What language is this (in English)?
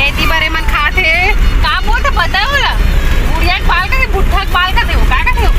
Chhattisgarhi